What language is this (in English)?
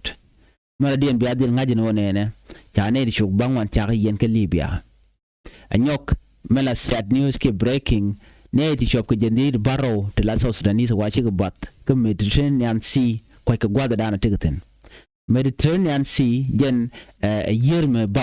Nuer